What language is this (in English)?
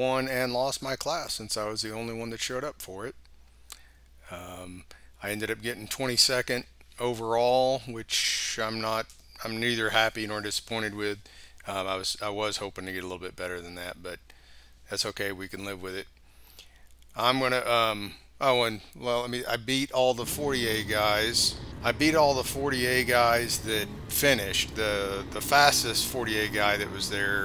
English